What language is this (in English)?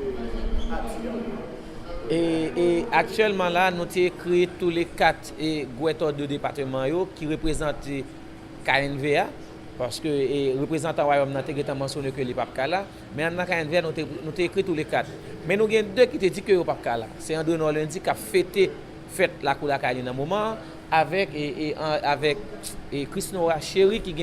Haitian Creole